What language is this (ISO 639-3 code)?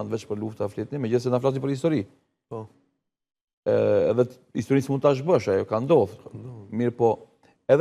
sqi